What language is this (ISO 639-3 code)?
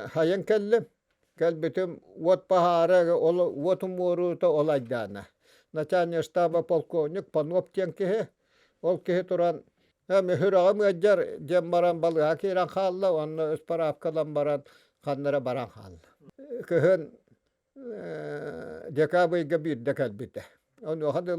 sah